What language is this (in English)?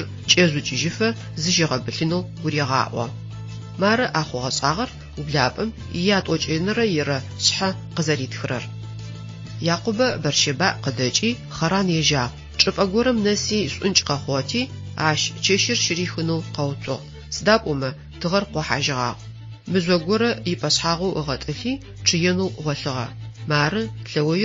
Adyghe